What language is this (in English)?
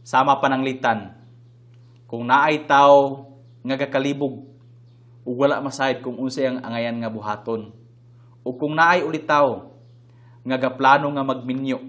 Cebuano